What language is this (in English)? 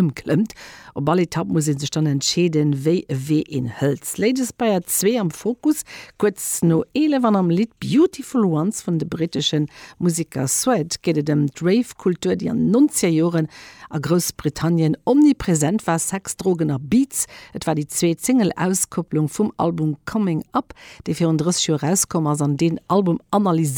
Luxembourgish